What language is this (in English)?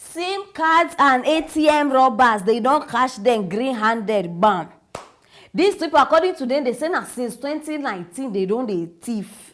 Nigerian Pidgin